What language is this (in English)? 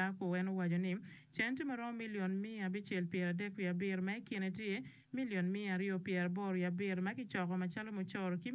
Acoli